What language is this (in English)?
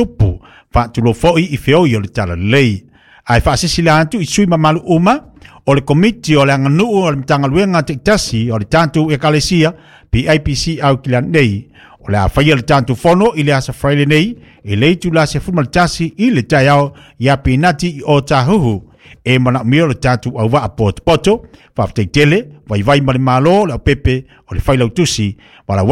Samoan